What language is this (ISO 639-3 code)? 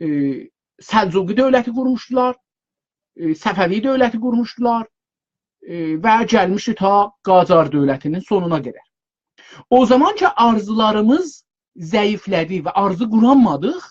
azb